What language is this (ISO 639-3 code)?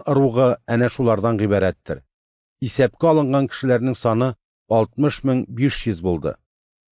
tat